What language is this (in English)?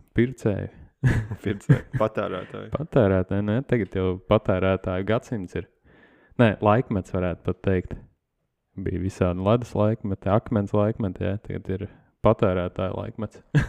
Latvian